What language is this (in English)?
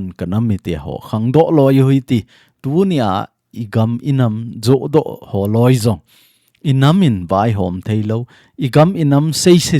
Thado Chin